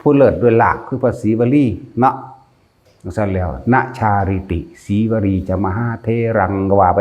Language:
Northeastern Thai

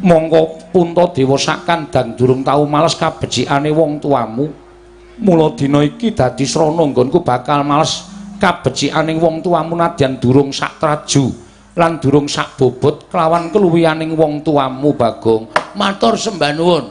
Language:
Javanese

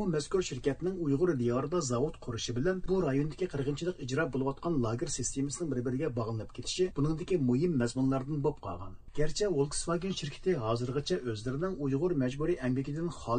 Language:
Uyghur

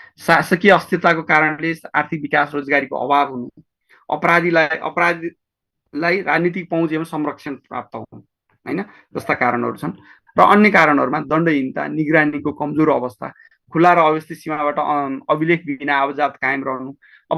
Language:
Nepali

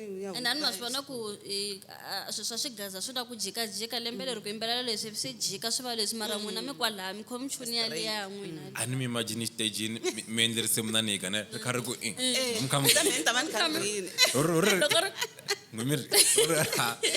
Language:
Tsonga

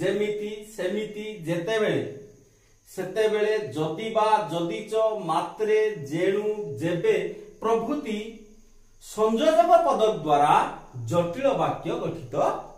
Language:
Odia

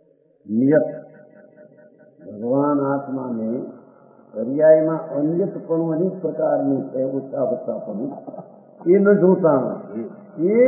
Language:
Gujarati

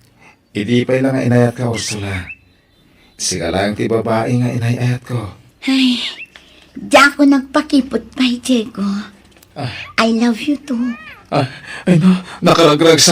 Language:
Iloko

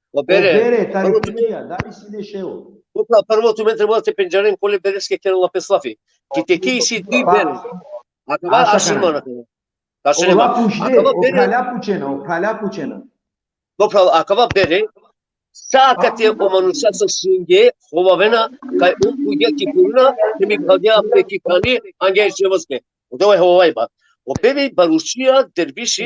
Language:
Balkan Romani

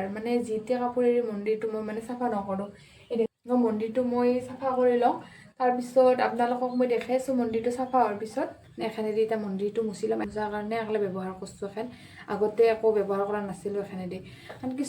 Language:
Assamese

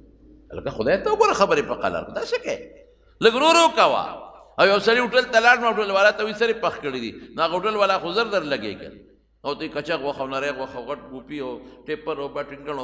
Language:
Pashto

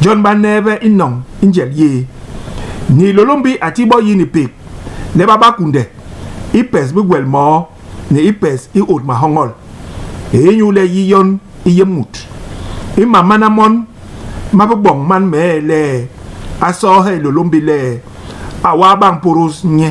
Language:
Basaa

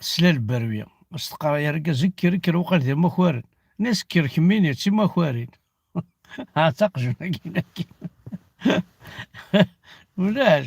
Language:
Kabyle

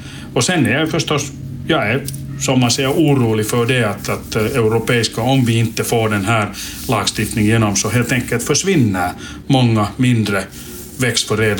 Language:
Swedish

